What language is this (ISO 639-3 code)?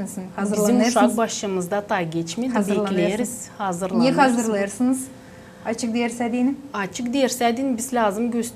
gag